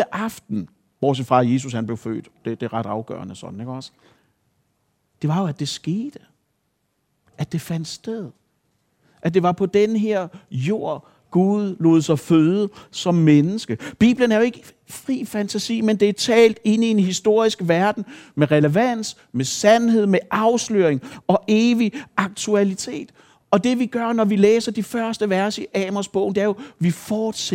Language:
Danish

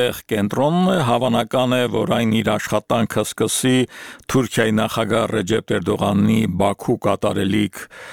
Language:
Armenian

